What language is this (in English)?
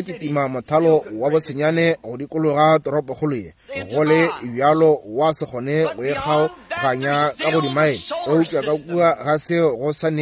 Northern Sotho